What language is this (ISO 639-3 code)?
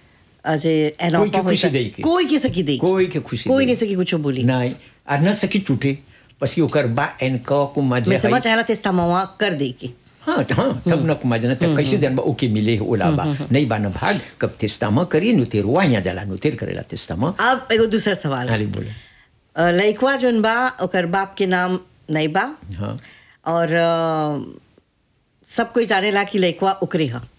bho